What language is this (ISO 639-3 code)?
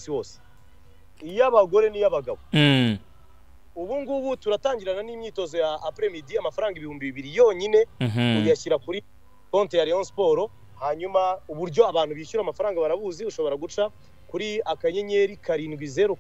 kin